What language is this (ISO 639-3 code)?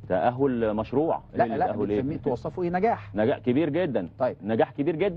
arz